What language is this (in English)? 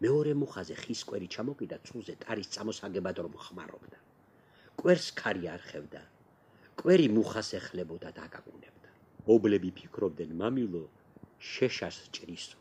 Georgian